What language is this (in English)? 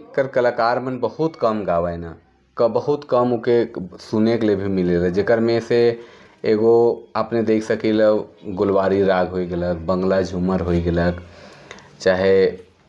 Sadri